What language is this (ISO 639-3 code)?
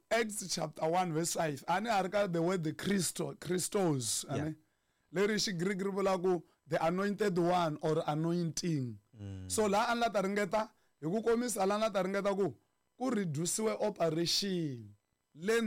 tso